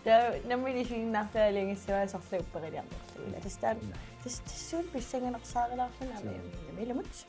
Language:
Kalaallisut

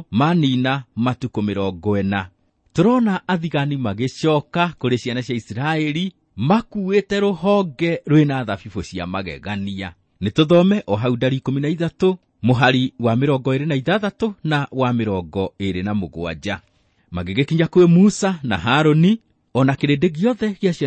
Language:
Kikuyu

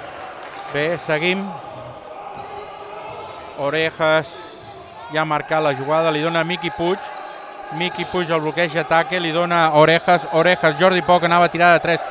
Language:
Catalan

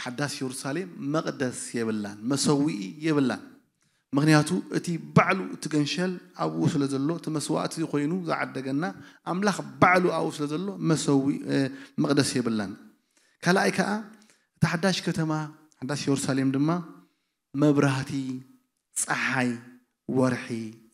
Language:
Tigrinya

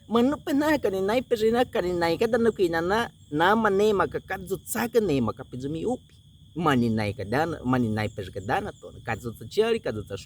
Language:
Baniwa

